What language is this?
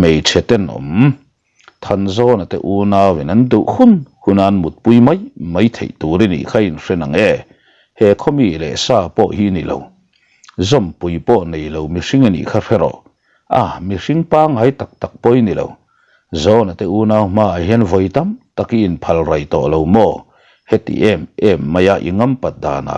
Mizo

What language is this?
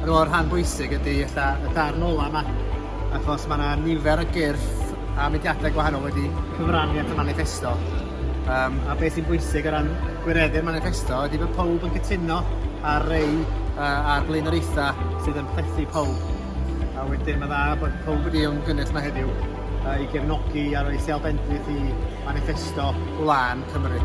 Welsh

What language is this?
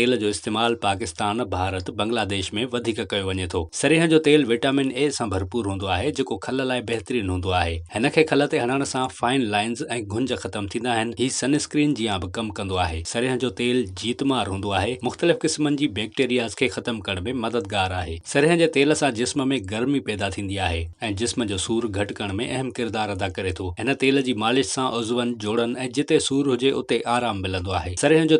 Sindhi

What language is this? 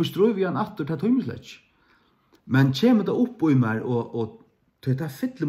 Faroese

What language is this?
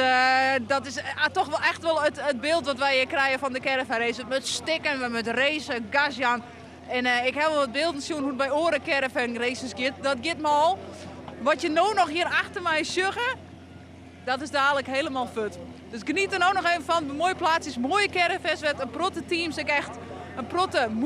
Western Frisian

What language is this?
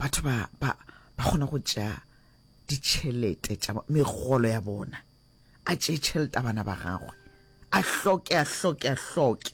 Northern Sotho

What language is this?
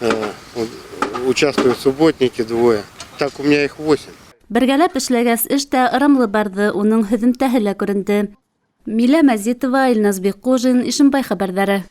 Bashkir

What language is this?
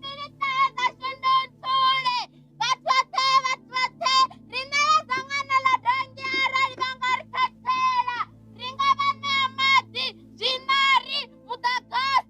Venda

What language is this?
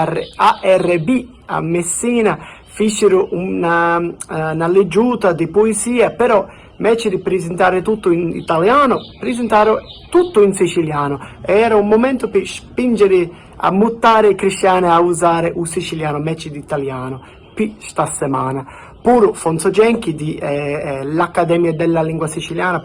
Sicilian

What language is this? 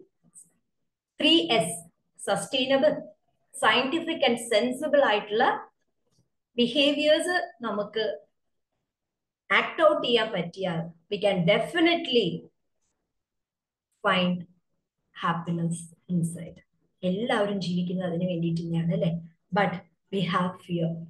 Malayalam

